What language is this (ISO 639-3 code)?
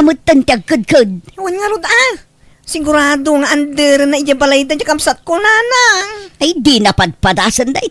ilo